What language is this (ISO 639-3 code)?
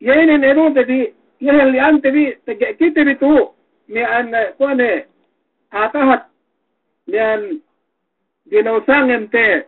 yka